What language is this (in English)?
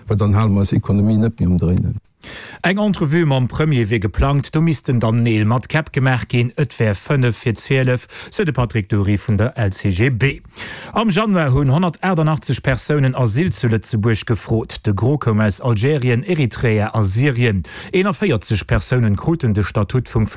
Luxembourgish